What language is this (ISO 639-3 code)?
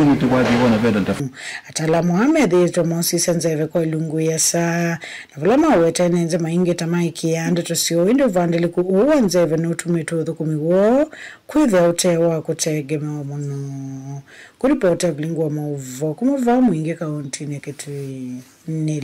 kam